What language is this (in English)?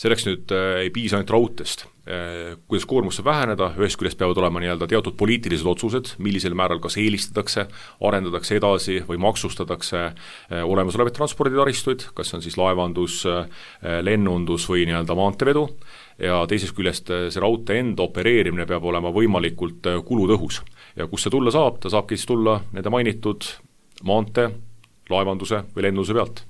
Estonian